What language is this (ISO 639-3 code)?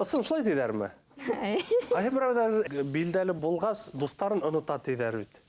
bak